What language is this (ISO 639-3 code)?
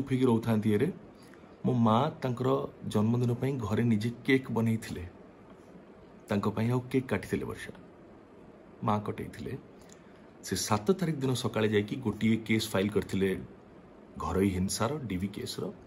ori